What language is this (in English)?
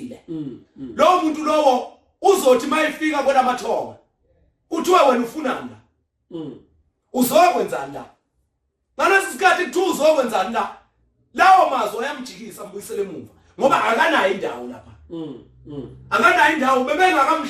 Zulu